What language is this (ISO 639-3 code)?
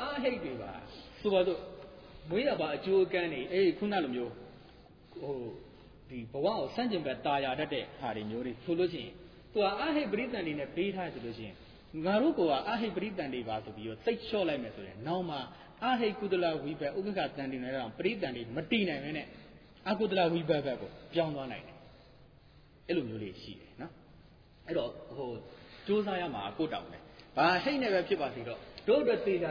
mya